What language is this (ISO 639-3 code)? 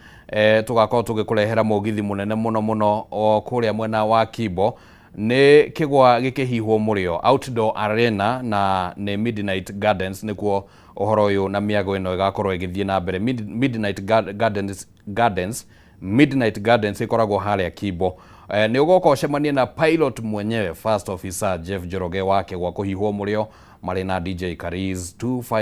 kik